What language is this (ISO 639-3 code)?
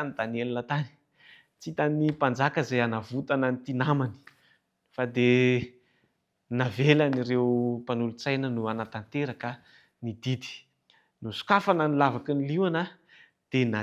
mlg